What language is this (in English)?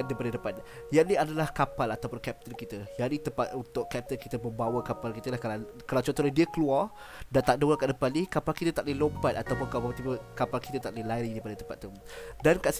Malay